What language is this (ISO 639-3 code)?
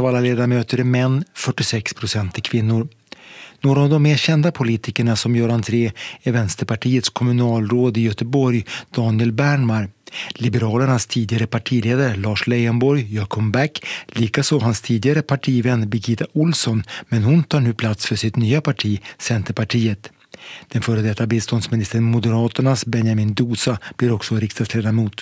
swe